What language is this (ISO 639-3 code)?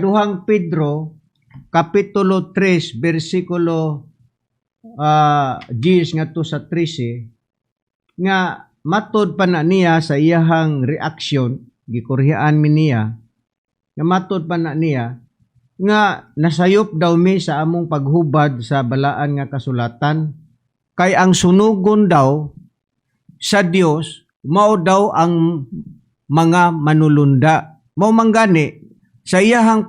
ceb